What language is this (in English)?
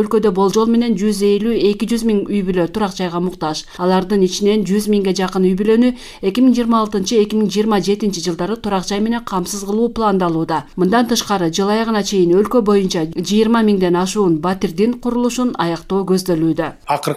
Kyrgyz